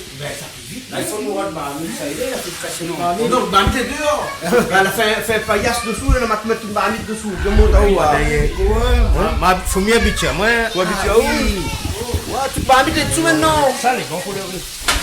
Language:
Réunion Creole French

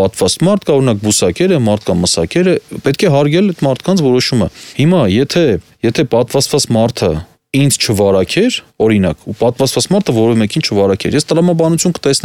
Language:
Armenian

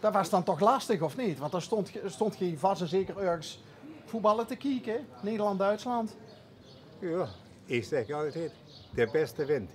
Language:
Limburgish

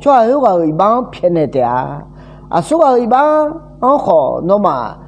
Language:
Akha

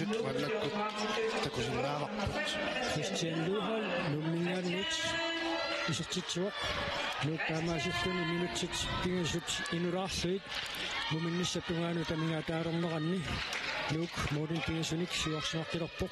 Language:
Kalaallisut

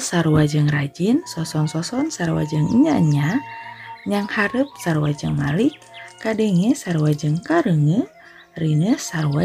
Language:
Sundanese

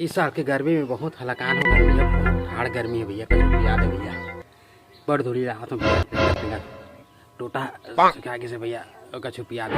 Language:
Chhattisgarhi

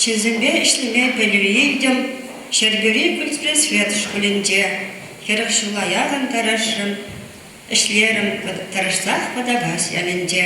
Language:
Chuvash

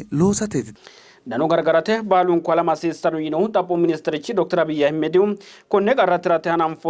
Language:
Sidamo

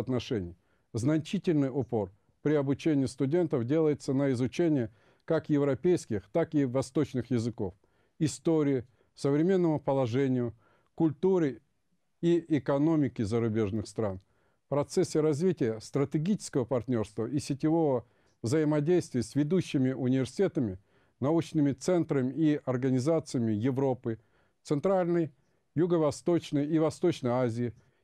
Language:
Russian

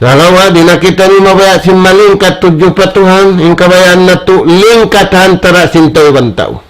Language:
Tausug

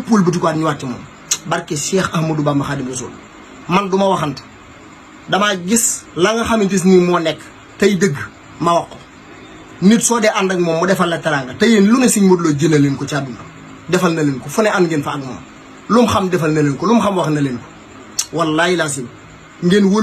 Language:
Wolof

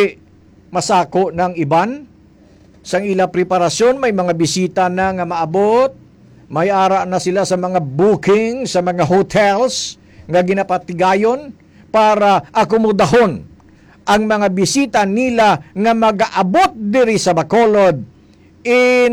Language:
Hiligaynon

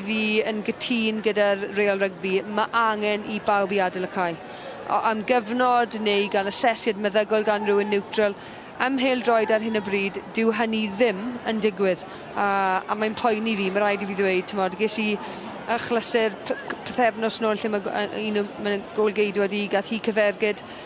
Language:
Welsh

